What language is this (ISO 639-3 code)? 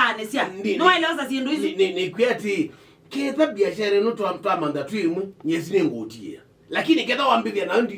kam